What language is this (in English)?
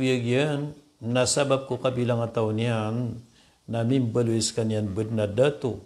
Maranao